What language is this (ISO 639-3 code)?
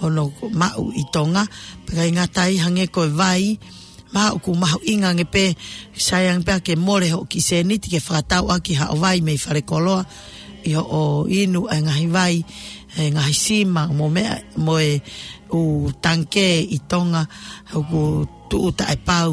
ton